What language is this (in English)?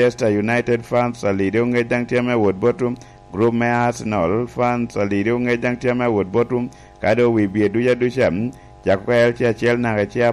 Lango (Uganda)